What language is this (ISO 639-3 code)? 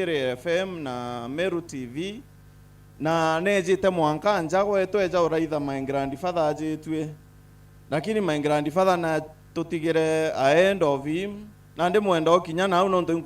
mer